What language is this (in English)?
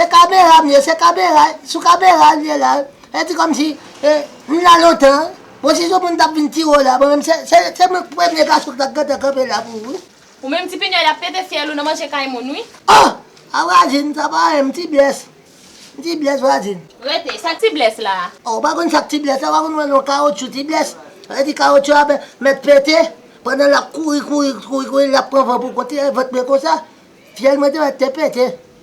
Haitian Creole